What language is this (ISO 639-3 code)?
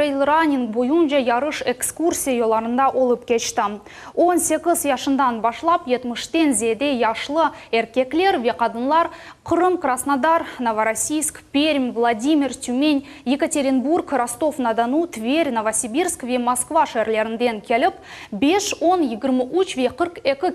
crh